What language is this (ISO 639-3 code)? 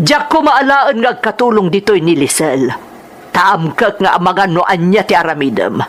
ilo